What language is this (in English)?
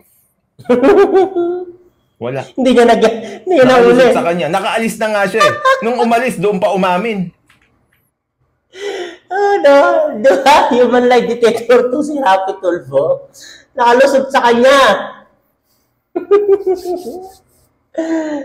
Filipino